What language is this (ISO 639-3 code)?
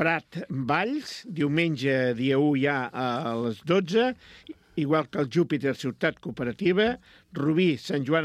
cat